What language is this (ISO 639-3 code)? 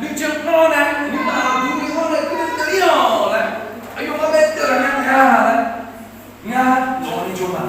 ahk